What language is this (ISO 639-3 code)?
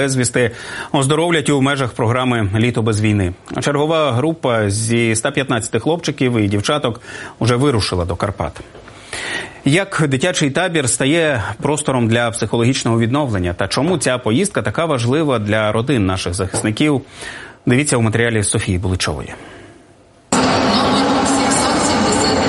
ukr